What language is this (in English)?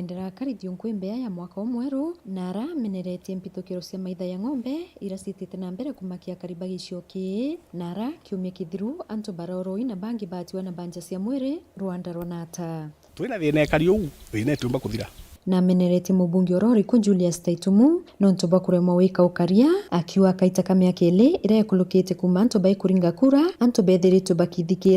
Meru